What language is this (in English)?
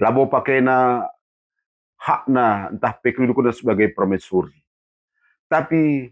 Batak Karo